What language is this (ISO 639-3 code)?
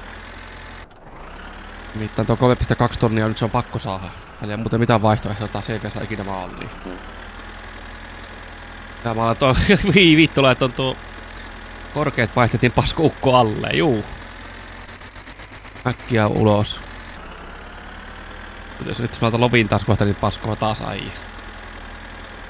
fin